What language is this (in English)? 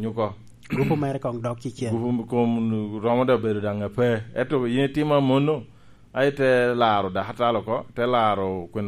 Lango (Uganda)